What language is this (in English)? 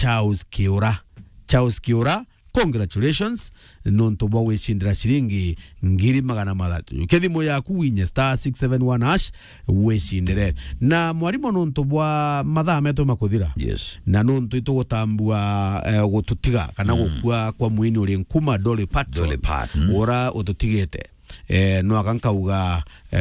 Meru